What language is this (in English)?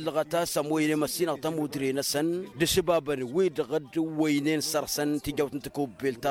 Tamasheq